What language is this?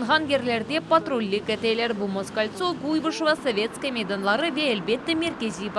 Crimean Tatar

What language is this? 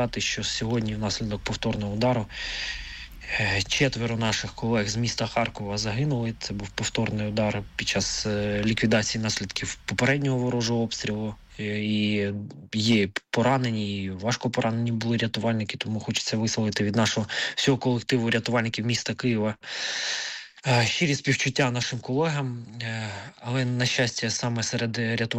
Ukrainian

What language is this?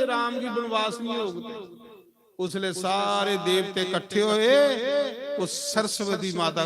Dogri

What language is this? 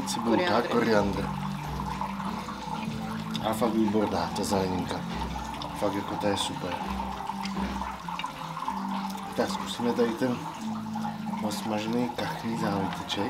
Czech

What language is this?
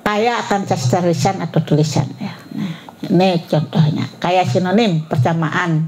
Banjar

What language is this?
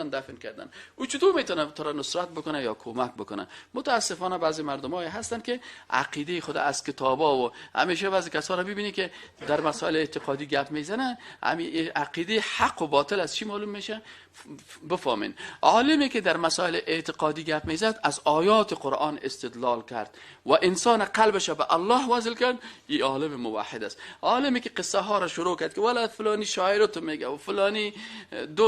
Persian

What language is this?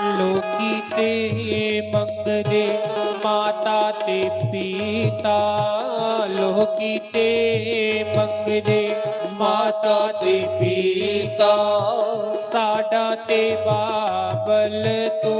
Dogri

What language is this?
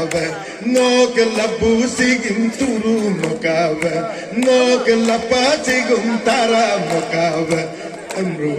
Galo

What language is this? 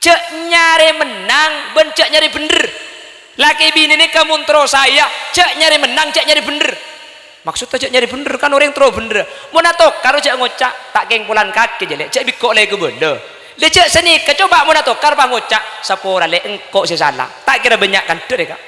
Madurese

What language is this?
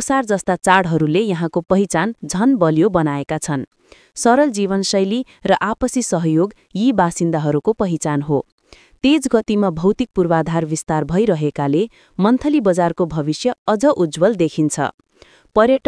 Nepali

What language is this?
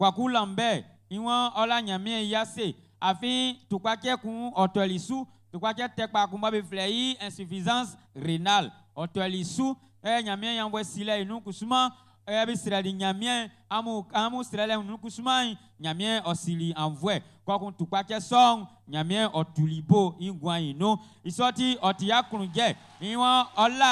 Baoulé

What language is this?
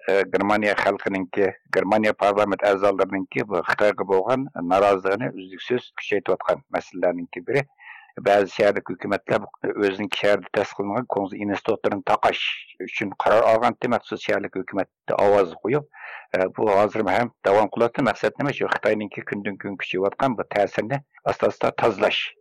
Uyghur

